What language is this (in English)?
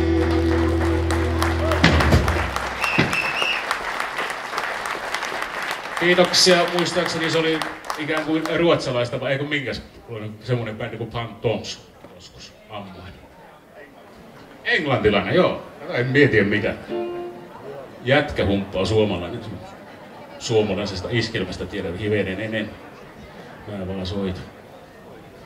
Finnish